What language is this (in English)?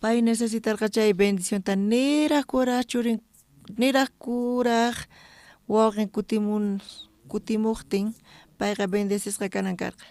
South Bolivian Quechua